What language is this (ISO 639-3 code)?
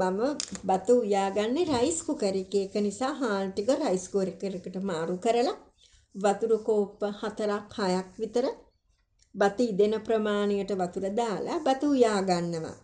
sin